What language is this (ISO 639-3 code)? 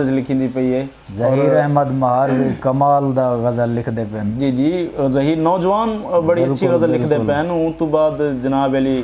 skr